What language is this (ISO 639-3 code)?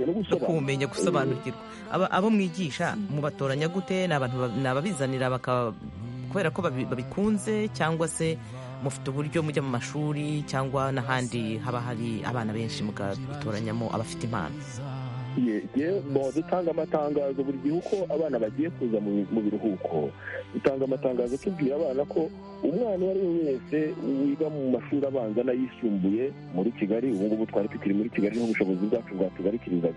kin